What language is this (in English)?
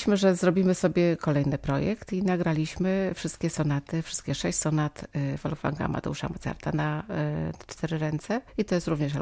Polish